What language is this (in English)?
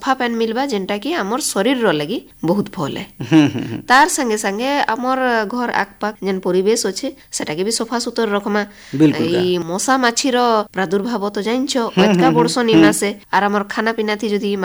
Odia